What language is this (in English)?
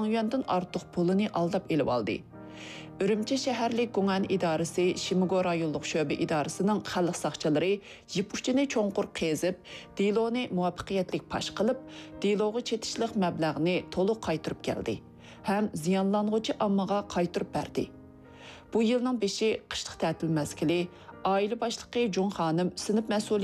Uyghur